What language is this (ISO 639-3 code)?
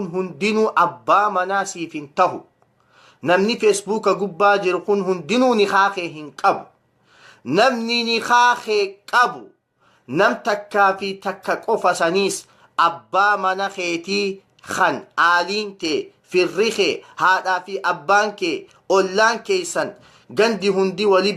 orm